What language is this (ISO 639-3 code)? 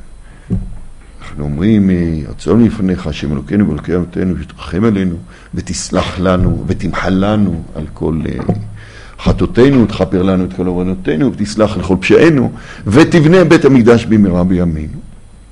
heb